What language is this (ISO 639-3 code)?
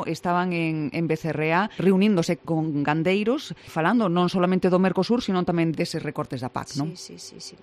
glg